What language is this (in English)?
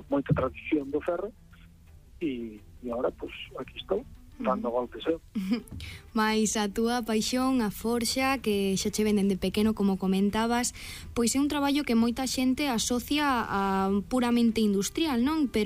Galician